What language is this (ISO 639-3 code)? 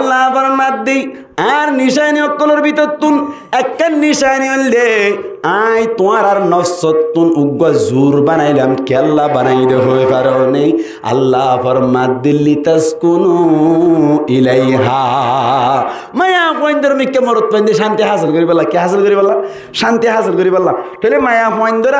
rhg